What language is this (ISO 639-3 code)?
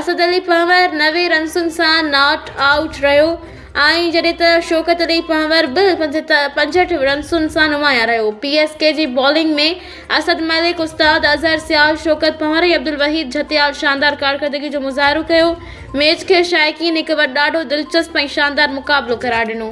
snd